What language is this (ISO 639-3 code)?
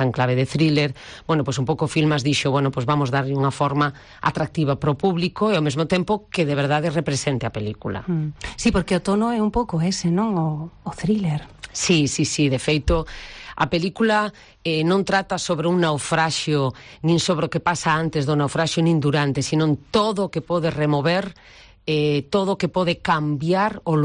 glg